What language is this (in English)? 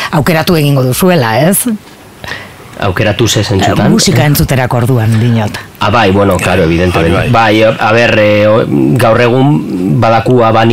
Basque